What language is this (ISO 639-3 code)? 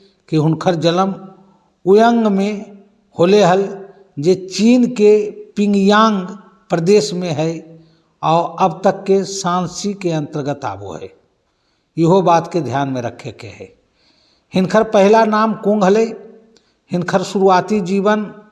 mag